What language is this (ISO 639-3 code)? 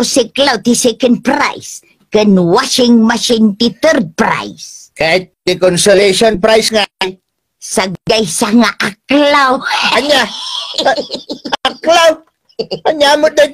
ilo